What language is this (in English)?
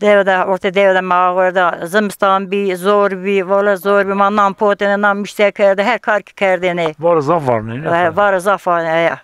Zaza